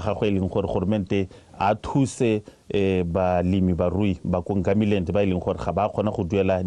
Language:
Tswana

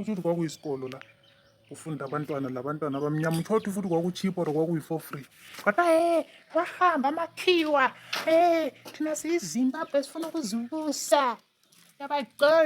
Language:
Zulu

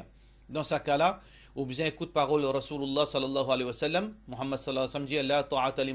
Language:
Morisyen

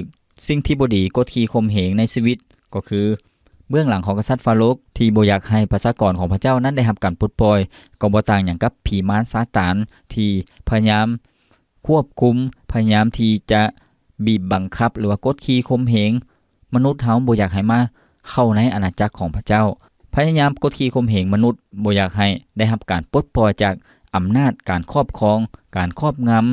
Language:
Lao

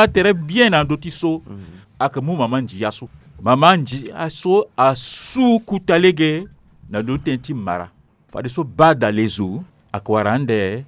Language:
Sango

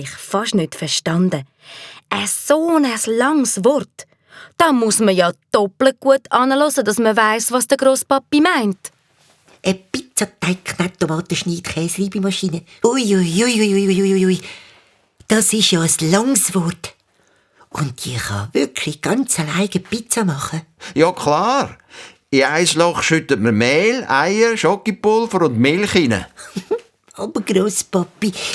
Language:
Swiss German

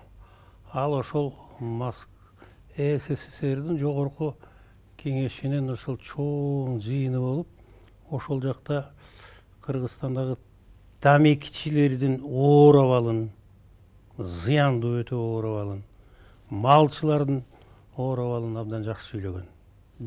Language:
Kyrgyz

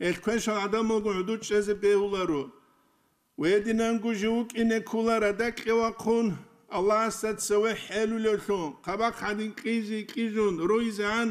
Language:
Avaric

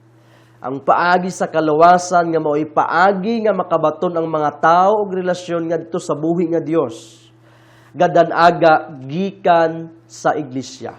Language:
Cebuano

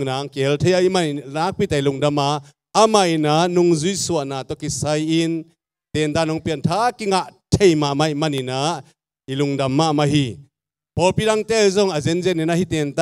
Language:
Tedim Chin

